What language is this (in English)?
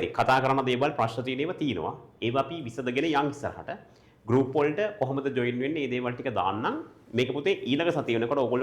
Sinhala